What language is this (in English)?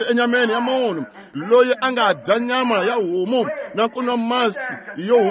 Tsonga